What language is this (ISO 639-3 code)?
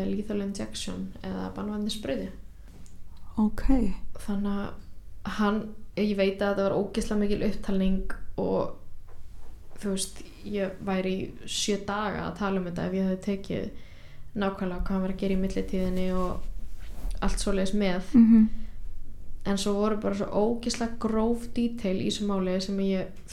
isl